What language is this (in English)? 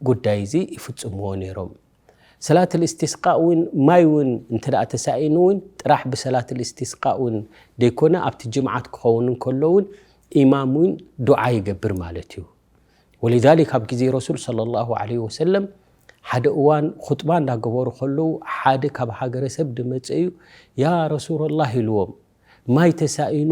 Tigrinya